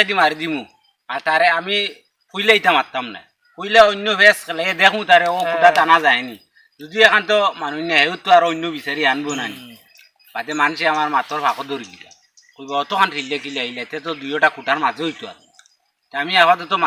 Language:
Sylheti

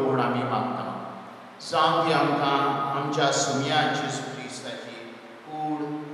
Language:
Konkani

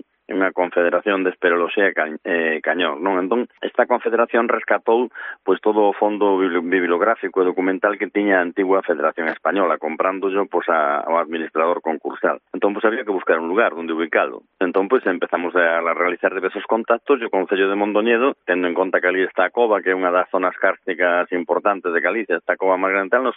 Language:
Galician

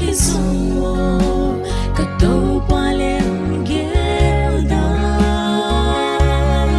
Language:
Paite Chin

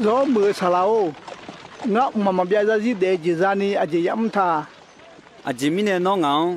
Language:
Akha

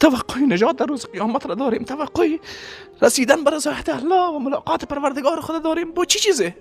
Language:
Persian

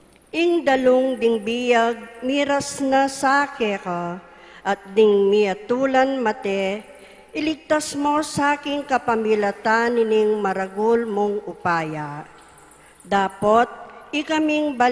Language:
Pampanga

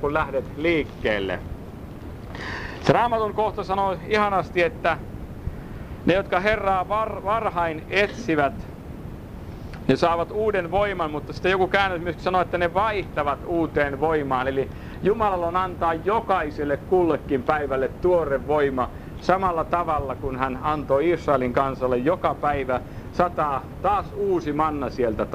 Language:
Finnish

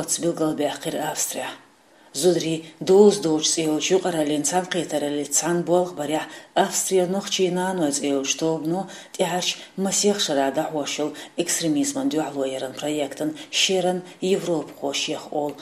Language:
Chechen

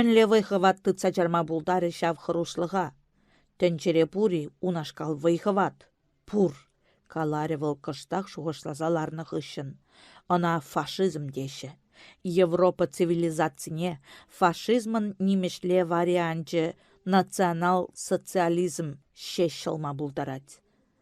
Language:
Chuvash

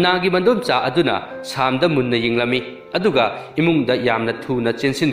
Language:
Manipuri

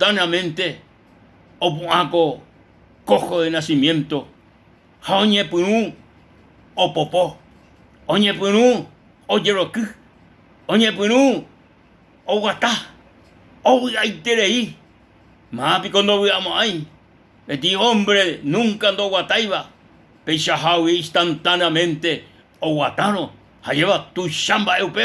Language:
Guarani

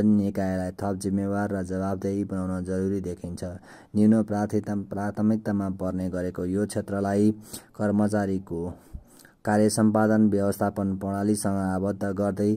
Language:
Nepali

